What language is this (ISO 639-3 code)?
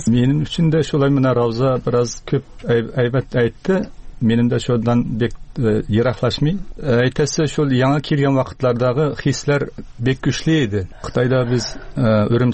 tat